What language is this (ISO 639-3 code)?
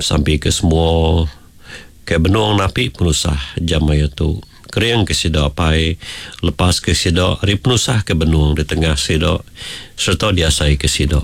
iba